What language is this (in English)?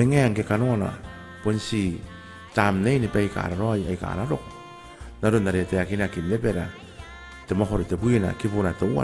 Gilbertese